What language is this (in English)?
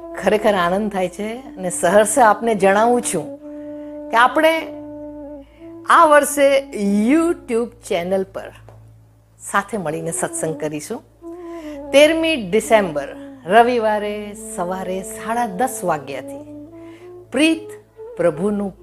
Gujarati